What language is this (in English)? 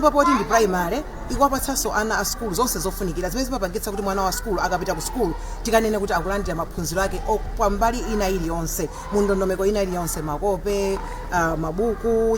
Nyanja